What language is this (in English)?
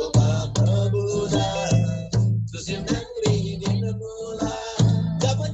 Eastern Tamang